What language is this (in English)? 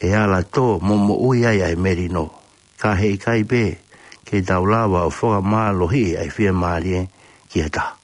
Tongan